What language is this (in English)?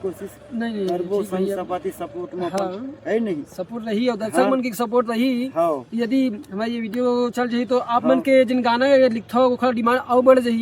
Chhattisgarhi